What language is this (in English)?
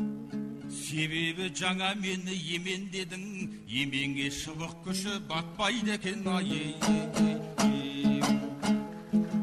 Kazakh